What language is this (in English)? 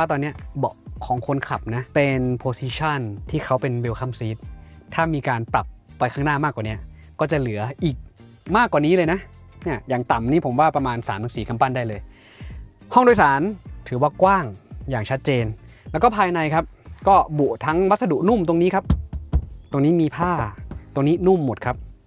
Thai